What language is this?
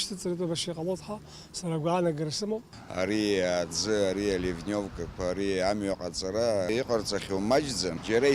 Abkhazian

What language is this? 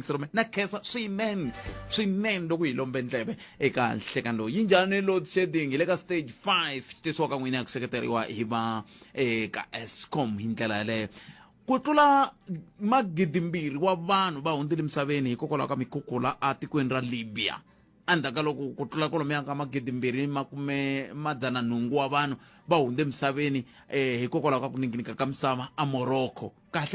Tsonga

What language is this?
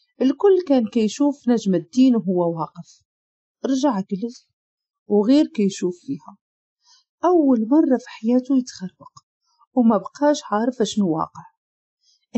Moroccan Arabic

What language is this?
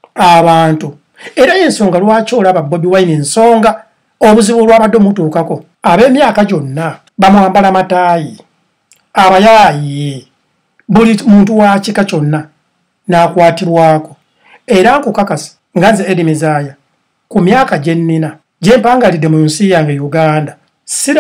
Ganda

